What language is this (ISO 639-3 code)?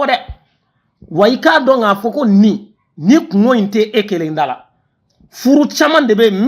bam